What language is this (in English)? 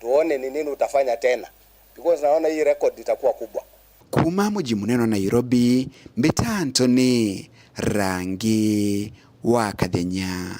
Meru